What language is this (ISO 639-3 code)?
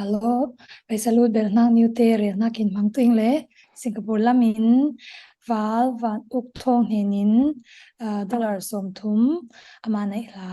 cfm